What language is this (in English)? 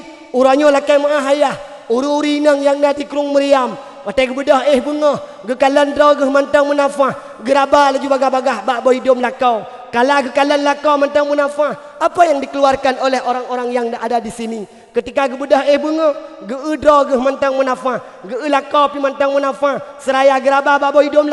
Achinese